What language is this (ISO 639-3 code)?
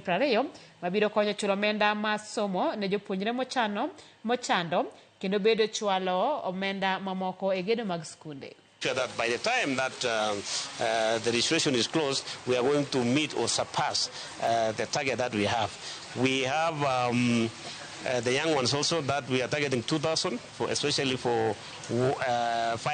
luo